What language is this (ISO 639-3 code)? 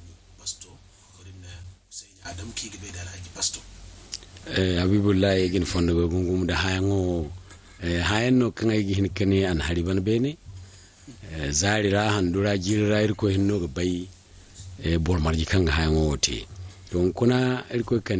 dje